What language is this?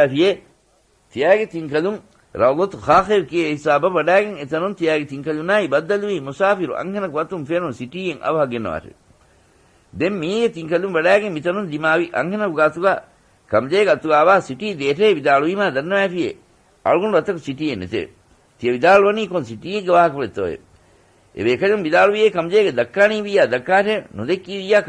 Divehi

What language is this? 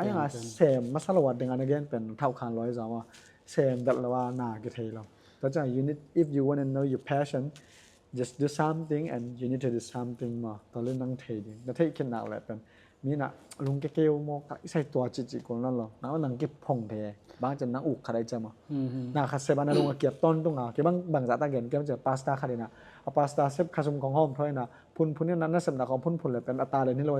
Tedim Chin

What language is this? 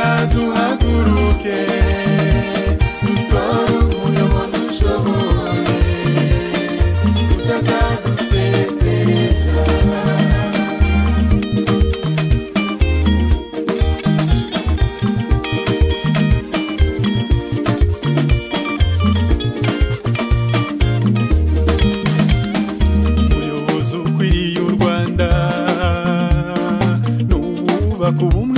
Kinyarwanda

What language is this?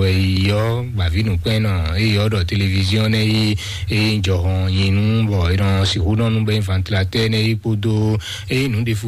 Fon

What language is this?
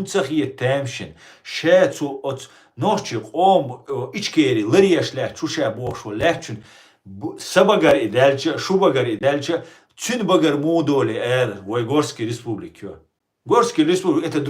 Chechen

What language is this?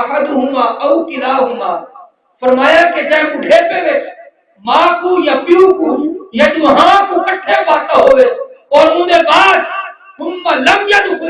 Saraiki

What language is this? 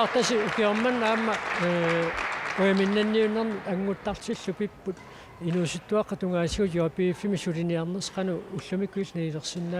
Kalaallisut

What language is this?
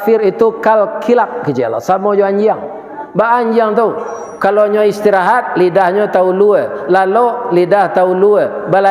Minangkabau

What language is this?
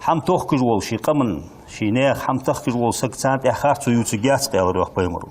Ingush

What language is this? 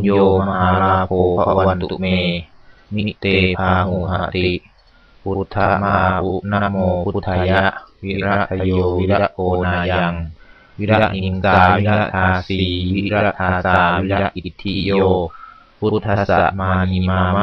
Pali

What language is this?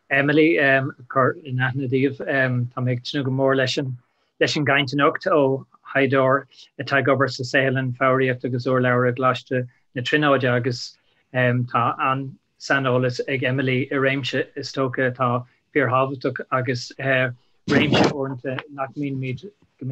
Irish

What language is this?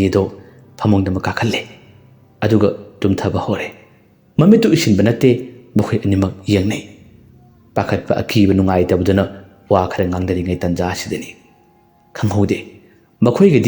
Manipuri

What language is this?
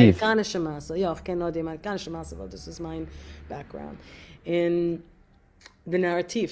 Yiddish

